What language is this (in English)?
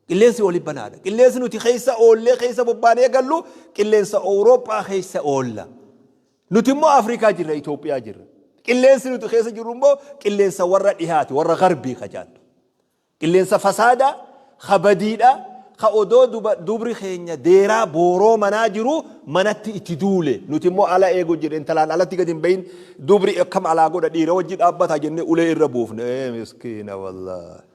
Oromo